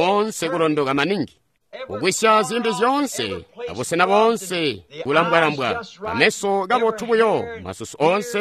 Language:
Tonga (Zambia)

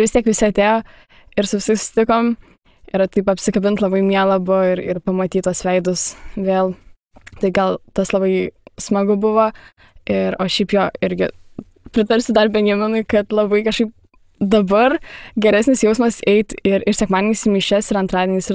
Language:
Lithuanian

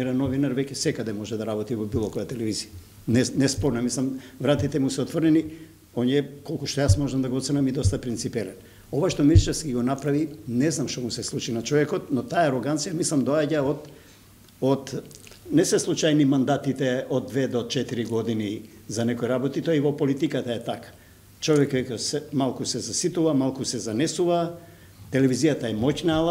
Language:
Macedonian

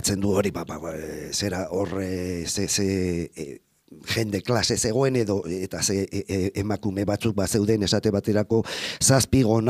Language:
Basque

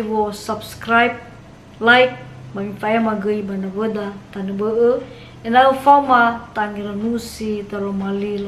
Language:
Nias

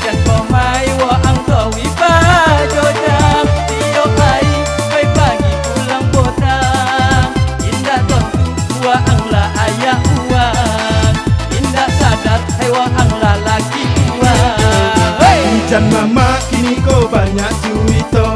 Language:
Minangkabau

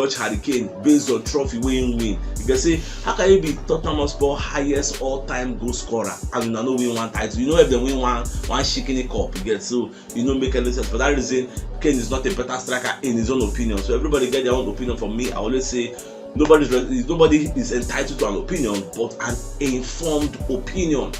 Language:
Nigerian Pidgin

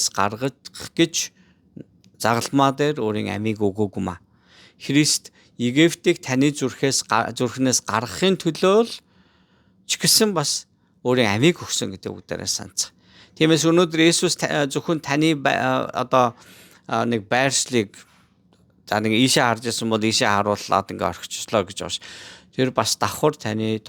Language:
Mongolian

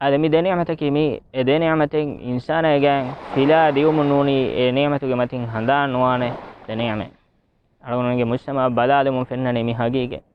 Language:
Divehi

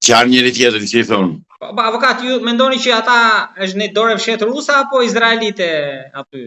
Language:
Albanian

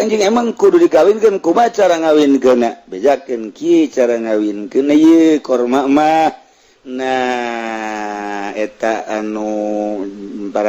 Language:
Sundanese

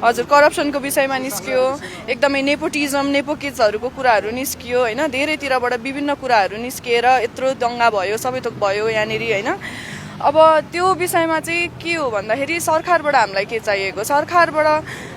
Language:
Nepali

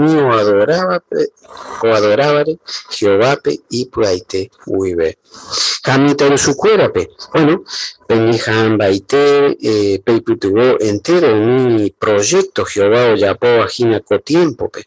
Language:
Guarani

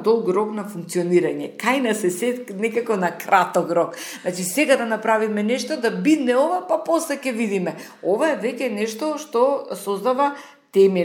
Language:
Macedonian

